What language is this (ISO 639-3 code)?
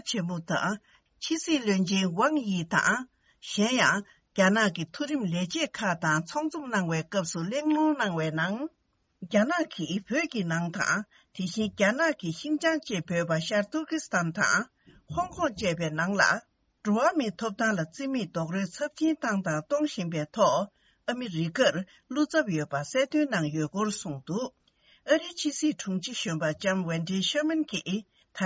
bod